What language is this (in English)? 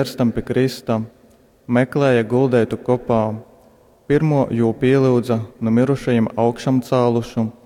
Latgalian